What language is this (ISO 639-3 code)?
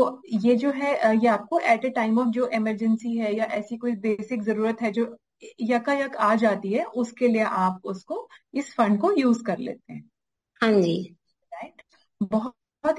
hin